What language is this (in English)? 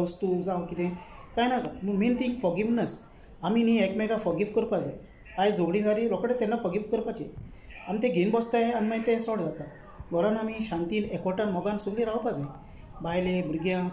Konkani